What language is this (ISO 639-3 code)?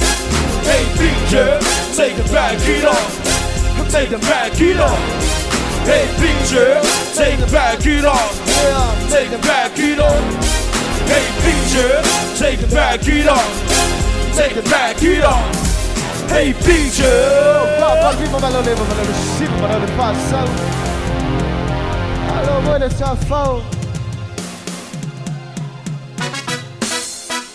eng